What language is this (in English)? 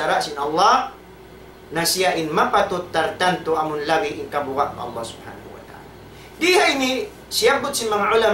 Tausug